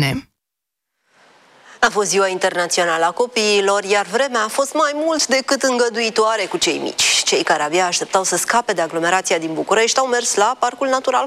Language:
Romanian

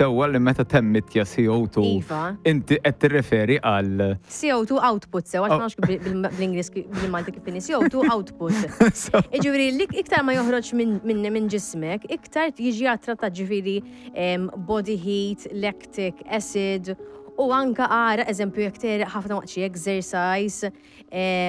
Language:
Maltese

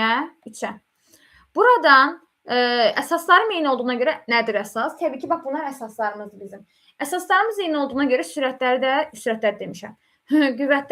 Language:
Azerbaijani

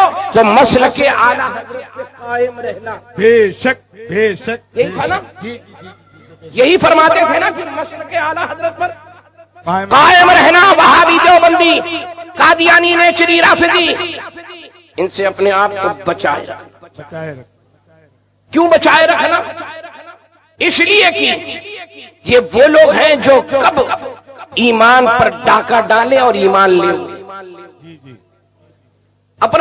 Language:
Urdu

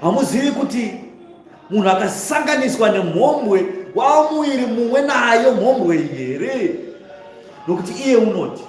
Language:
Shona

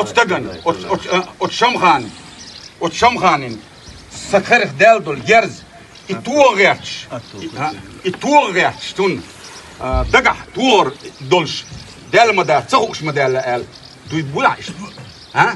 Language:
Ingush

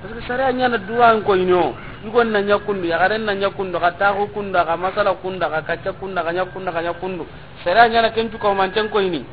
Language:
Soninke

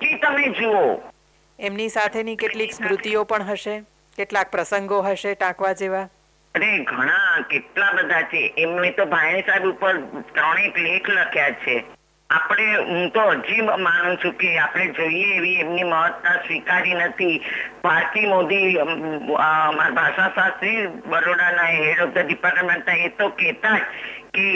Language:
Gujarati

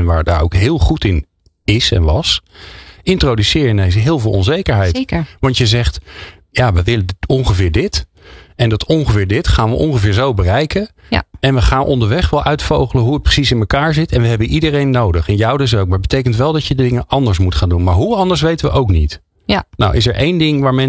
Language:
Dutch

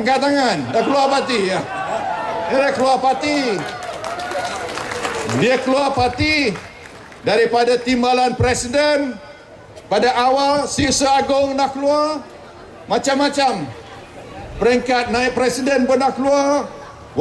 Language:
Malay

